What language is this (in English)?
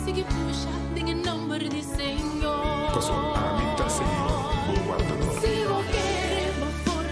Papiamento